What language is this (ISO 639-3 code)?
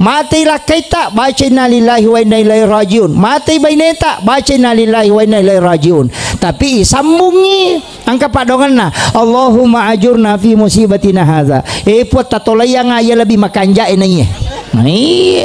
bug